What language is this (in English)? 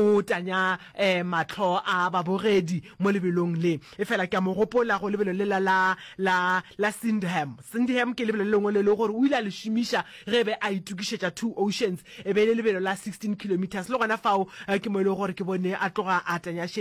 Northern Sotho